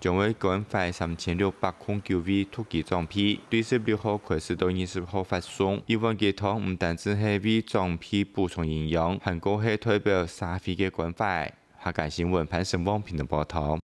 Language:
Hakka Chinese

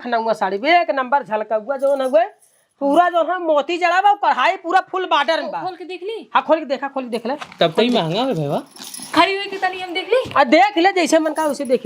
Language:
Awadhi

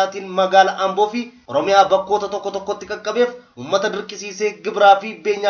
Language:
Oromo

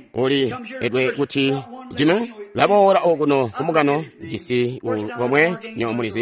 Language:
Tonga (Zambia)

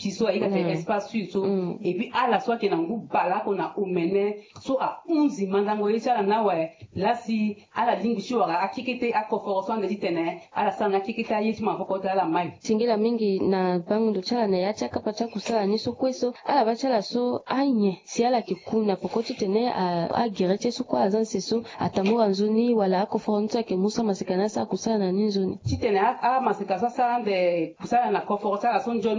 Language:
Sango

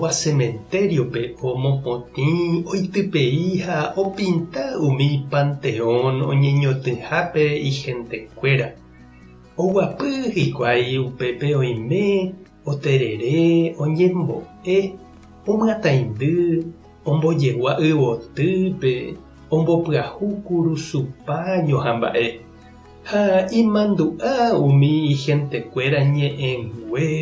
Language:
Guarani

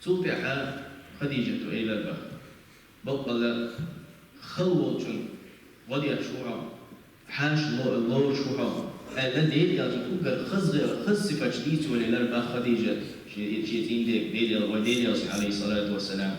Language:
Chechen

